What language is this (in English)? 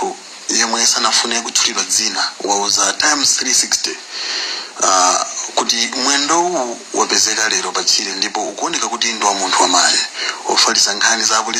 Nyanja